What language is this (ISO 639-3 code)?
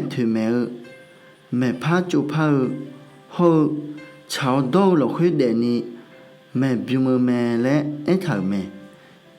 ahk